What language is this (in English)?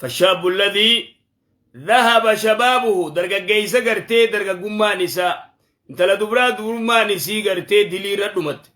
Oromo